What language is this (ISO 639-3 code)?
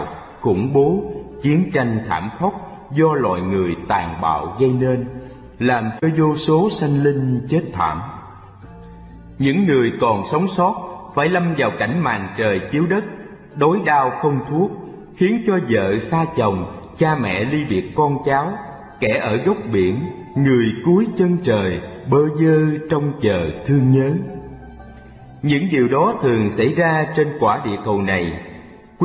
vie